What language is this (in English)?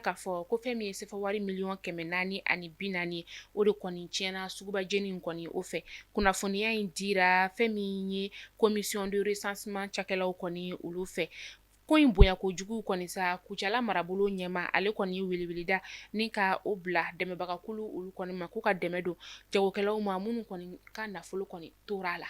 Bambara